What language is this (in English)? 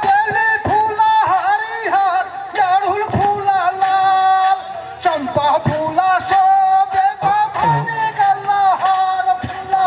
Maithili